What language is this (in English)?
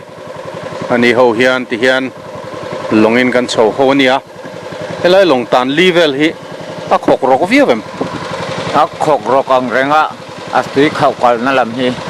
Mizo